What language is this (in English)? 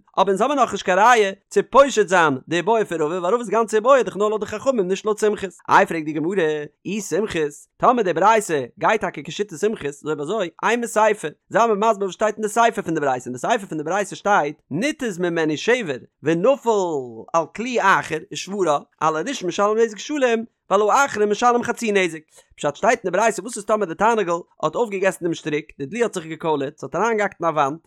Yiddish